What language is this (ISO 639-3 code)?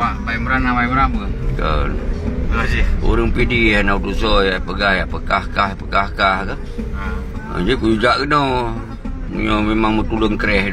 ace